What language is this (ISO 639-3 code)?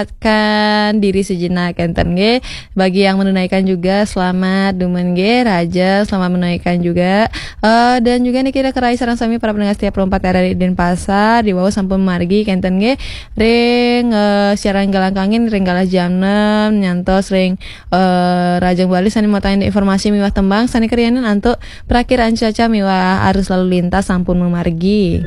ban